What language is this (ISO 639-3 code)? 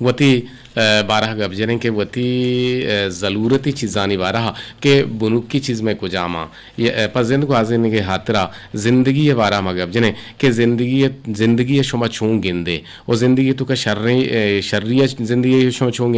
bgp